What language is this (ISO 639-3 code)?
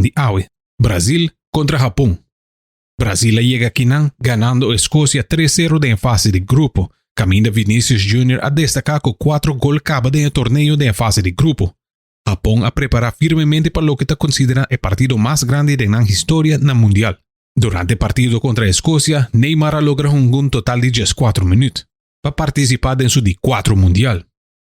pap